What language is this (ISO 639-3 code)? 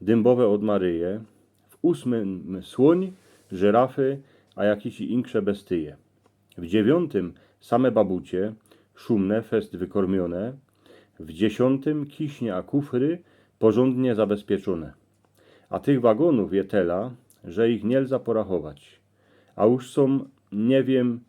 szl